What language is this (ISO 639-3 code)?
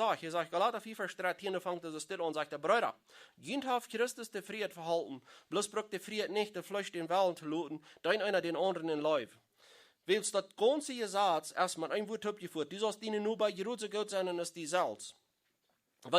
pdt